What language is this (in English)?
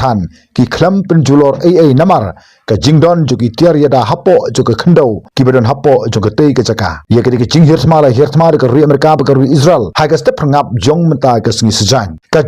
Khasi